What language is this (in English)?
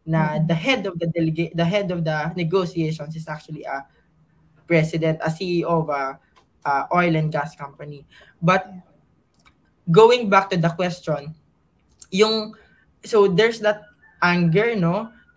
Filipino